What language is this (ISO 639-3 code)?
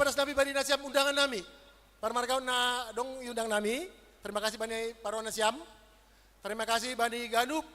bts